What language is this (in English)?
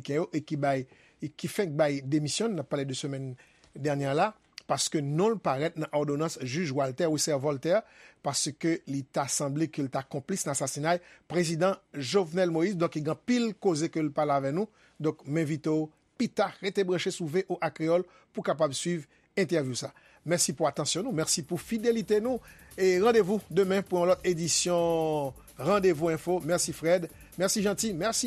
Haitian Creole